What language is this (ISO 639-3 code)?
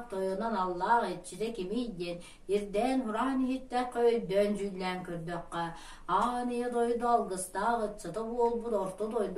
sah